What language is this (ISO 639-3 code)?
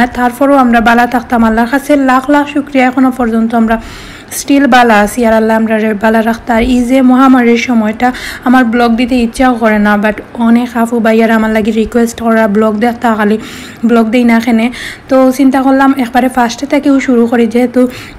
syl